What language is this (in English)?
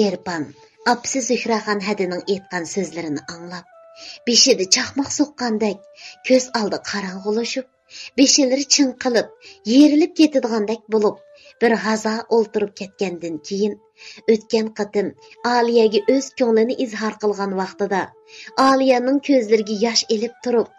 Uyghur